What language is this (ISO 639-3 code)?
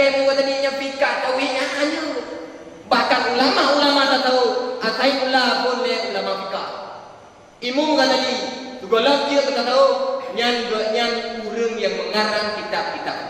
ace